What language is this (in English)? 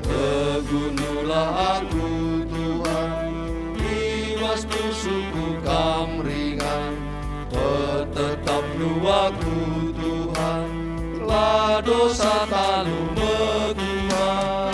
Batak Karo